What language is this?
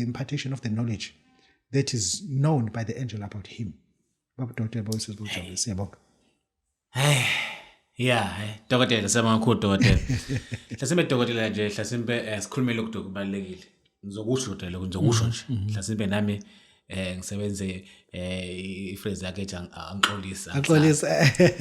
Zulu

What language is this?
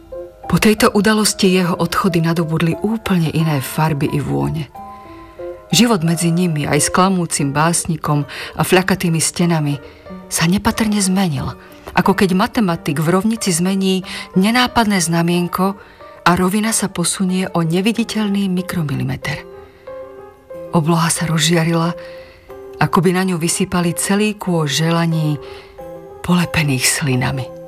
Slovak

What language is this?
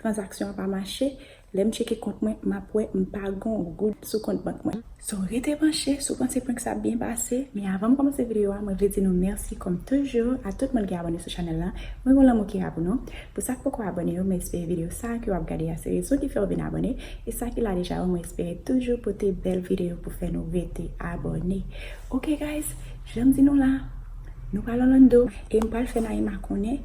Haitian Creole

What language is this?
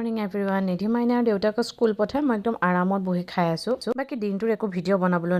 Assamese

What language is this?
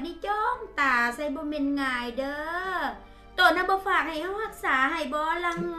Lao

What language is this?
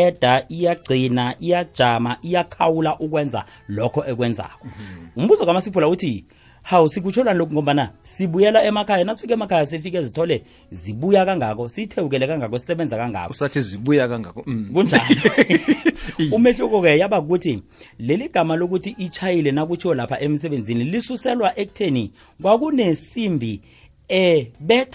South Ndebele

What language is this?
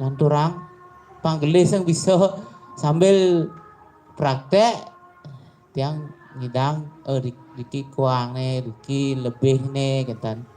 Balinese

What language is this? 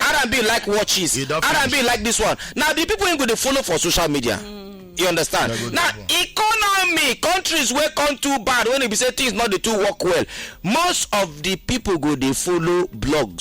Nigerian Pidgin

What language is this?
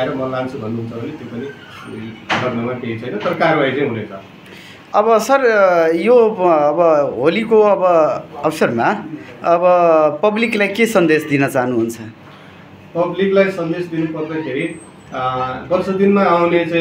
Nepali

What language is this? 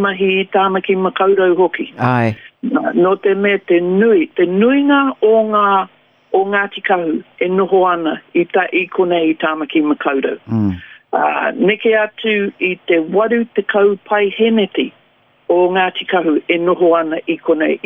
Māori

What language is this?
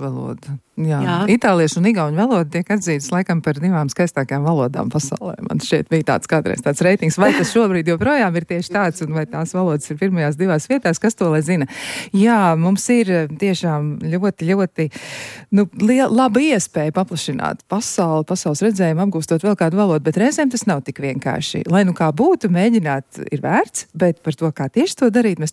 Latvian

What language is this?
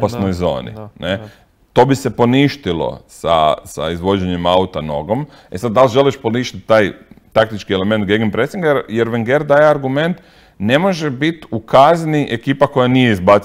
Croatian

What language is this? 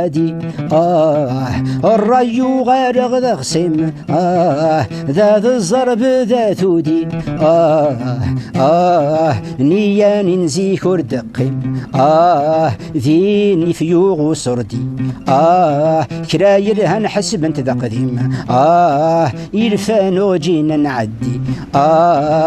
Kabyle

